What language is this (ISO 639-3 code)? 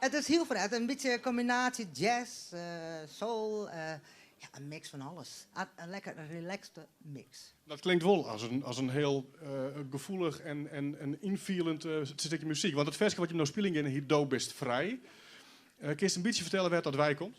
fry